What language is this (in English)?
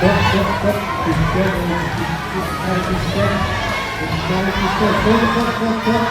Yakut